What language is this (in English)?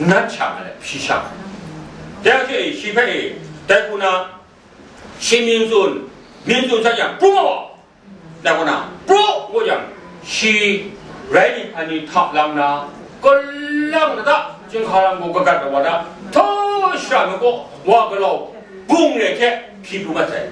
Kachin